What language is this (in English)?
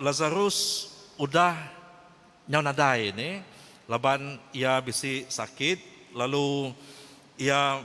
Iban